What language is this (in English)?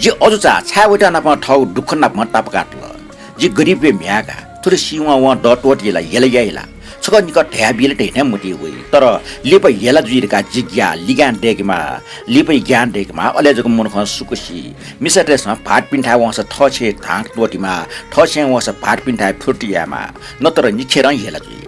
Newari